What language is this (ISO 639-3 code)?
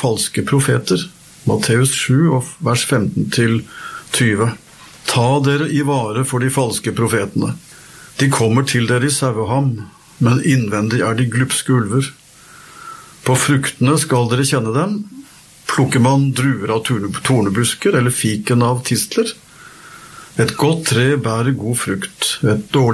nor